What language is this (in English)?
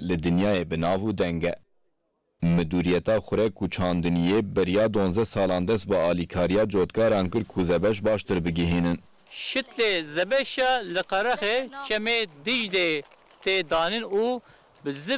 Kurdish